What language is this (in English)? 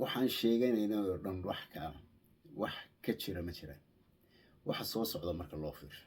Somali